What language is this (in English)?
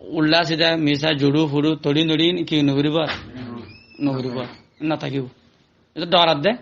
Rohingya